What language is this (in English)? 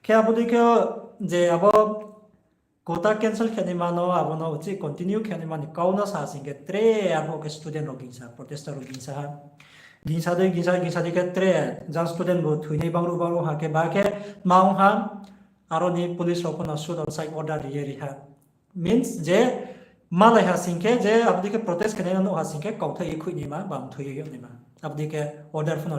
Riang (India)